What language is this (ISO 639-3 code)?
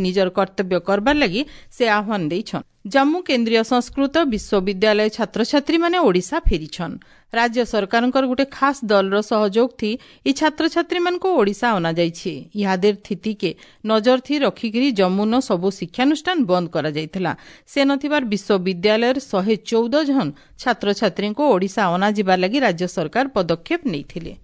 ori